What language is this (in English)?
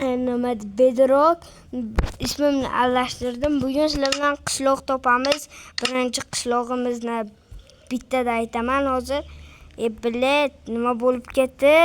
Uzbek